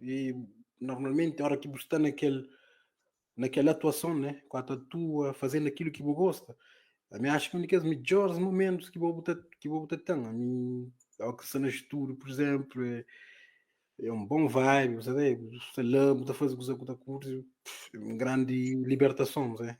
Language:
Kabuverdianu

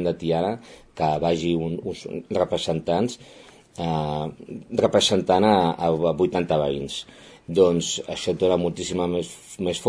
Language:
Catalan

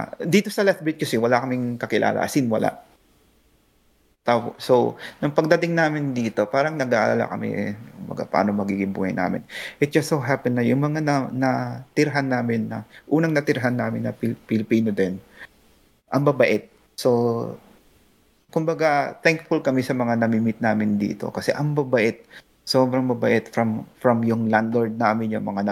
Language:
Filipino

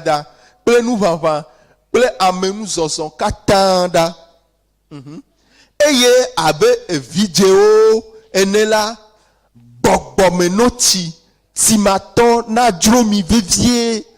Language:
Ewe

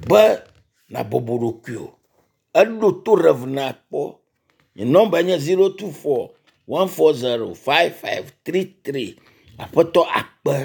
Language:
Ewe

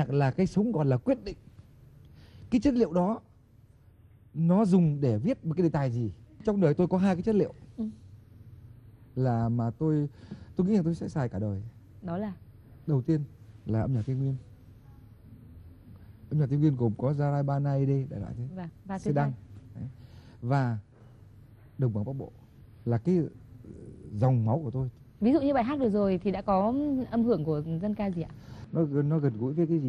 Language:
Vietnamese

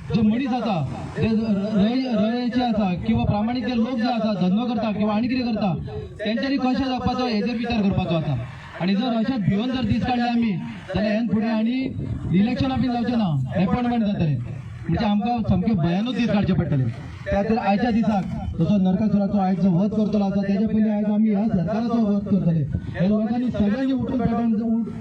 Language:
Konkani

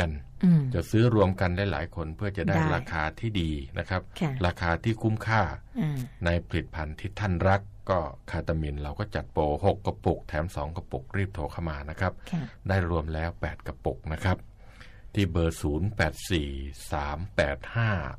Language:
Thai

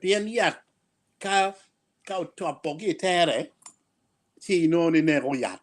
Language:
Acoli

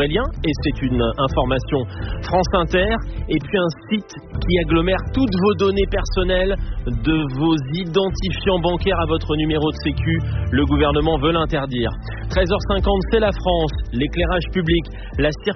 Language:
French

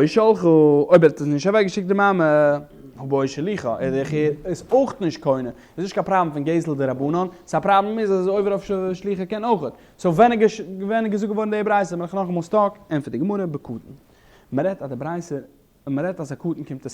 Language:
Yiddish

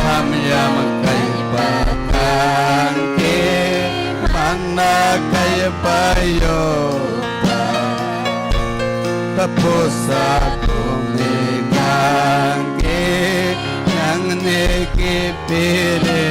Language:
Ayacucho Quechua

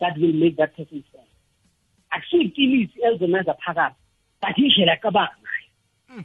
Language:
South Ndebele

